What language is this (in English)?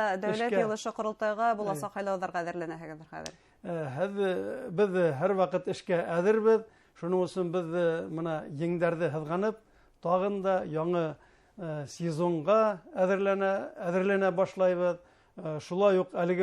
Bashkir